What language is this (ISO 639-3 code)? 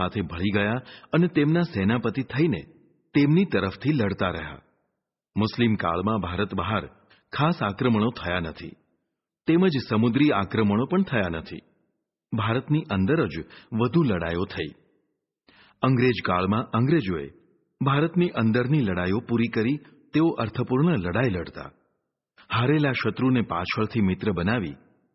guj